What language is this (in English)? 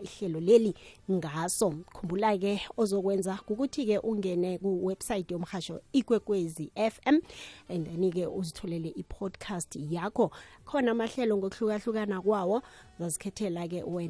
South Ndebele